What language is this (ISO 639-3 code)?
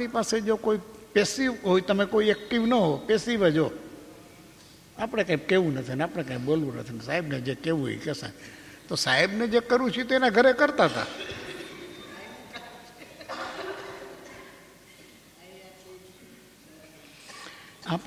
guj